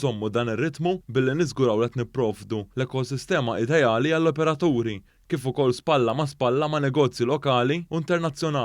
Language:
Maltese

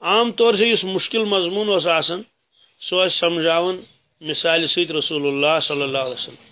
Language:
Kashmiri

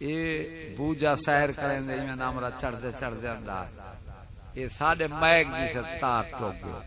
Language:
Saraiki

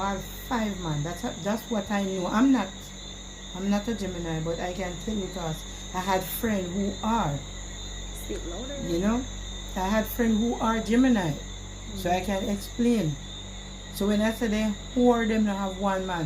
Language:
Jamaican Creole English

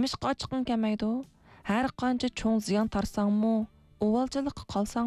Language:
Uyghur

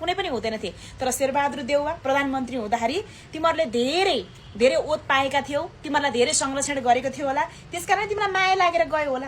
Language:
Nepali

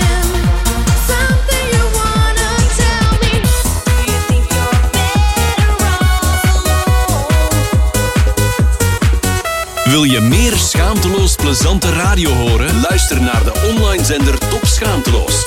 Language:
Dutch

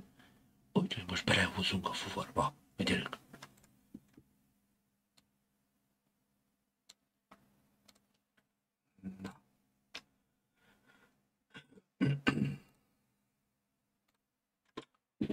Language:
Hungarian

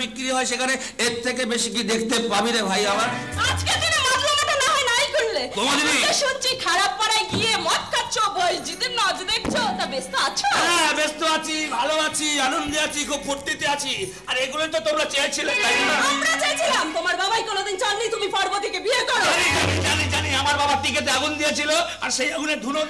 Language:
Bangla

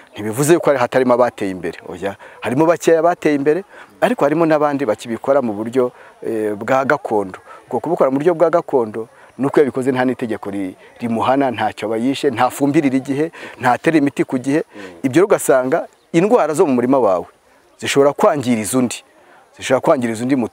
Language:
Kinyarwanda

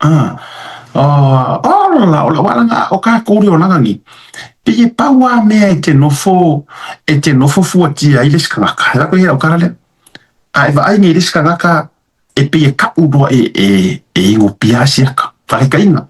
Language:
Samoan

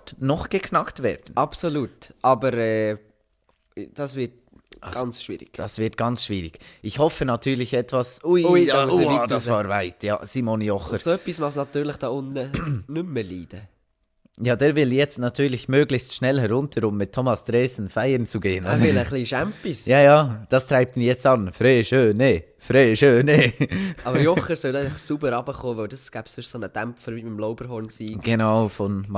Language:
Swiss German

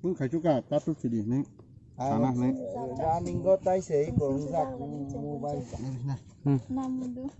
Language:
Kok Borok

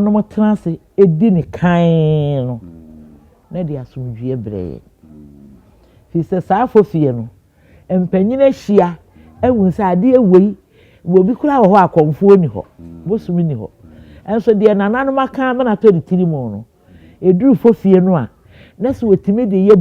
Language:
Akan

